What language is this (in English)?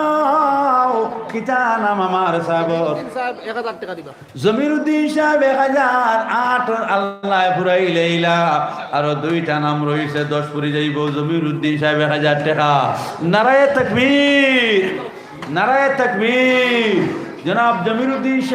Sylheti